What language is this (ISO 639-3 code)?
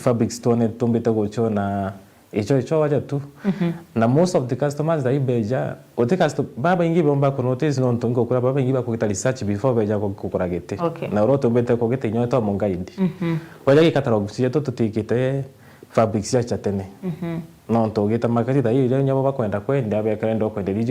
mer